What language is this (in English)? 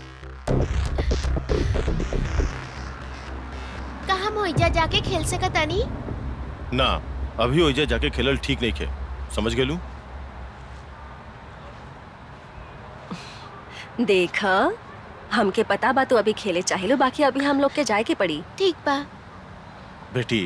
Bhojpuri